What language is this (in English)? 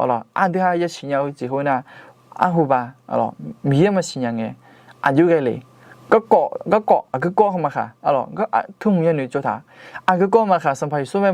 Akha